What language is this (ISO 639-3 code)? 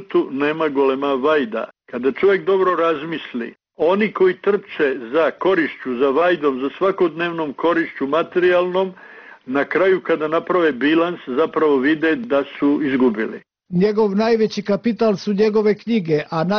bos